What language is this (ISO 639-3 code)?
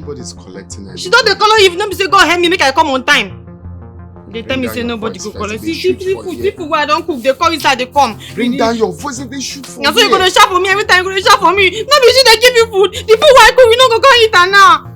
pcm